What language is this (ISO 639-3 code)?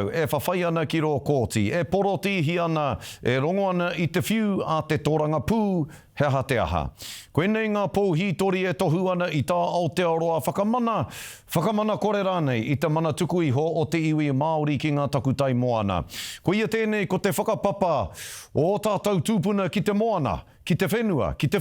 mri